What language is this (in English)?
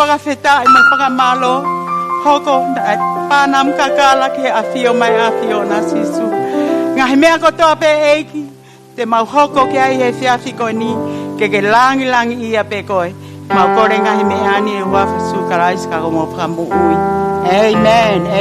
Tongan